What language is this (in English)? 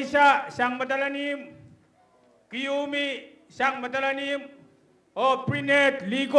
Pohnpeian